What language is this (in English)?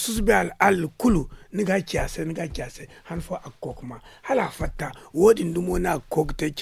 Zarma